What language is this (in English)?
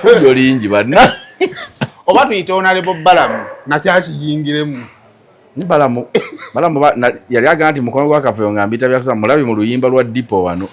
Ganda